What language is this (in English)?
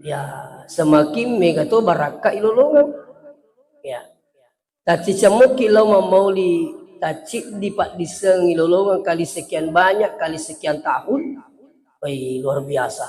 Buginese